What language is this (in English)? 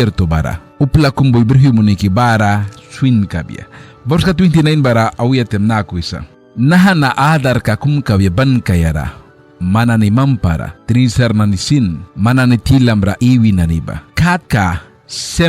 Mískito